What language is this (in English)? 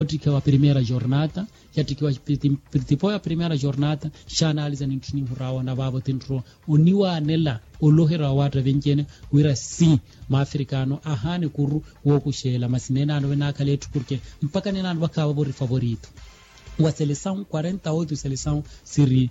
Makhuwa